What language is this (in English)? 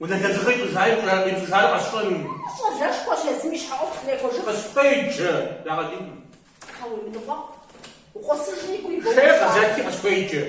Kabardian